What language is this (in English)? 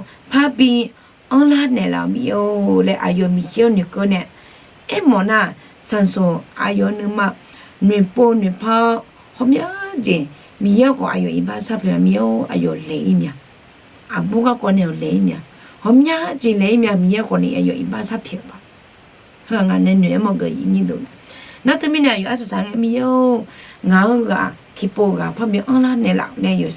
Akha